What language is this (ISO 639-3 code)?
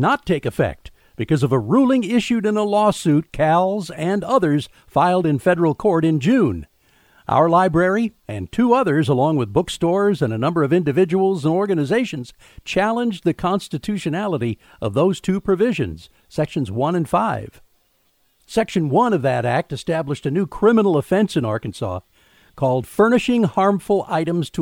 eng